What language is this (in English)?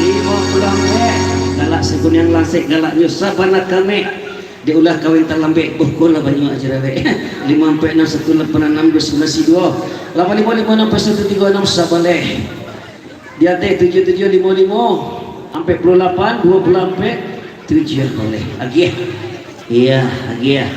Minangkabau